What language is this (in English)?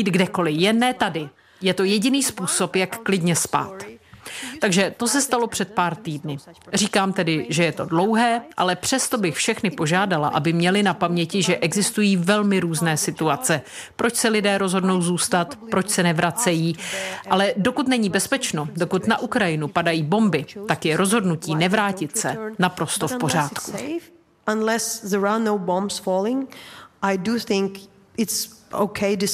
Czech